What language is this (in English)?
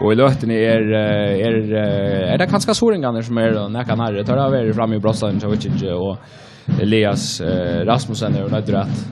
Faroese